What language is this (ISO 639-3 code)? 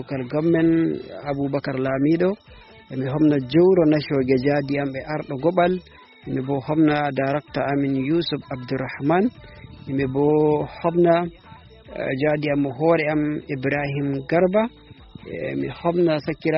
ful